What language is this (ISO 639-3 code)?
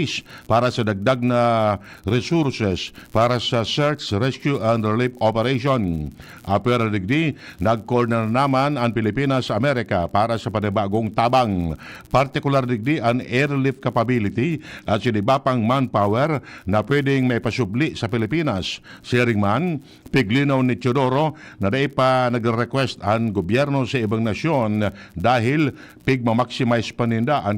bik